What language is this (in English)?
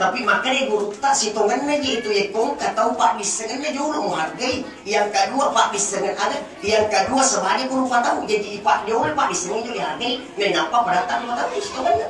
Buginese